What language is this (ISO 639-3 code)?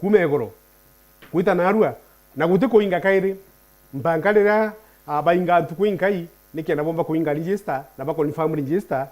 mer